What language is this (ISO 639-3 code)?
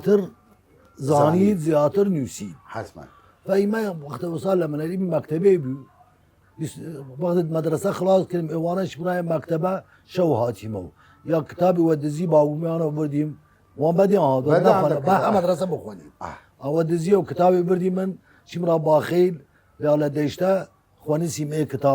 sdh